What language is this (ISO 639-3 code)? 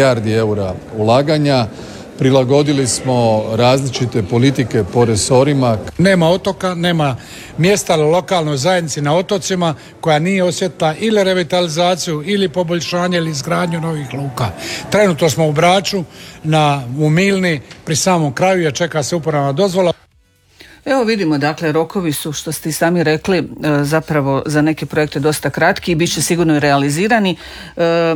hrv